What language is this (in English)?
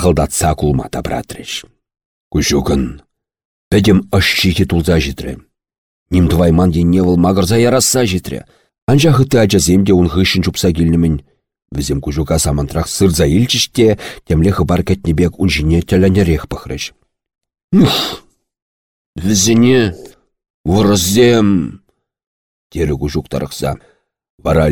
Chuvash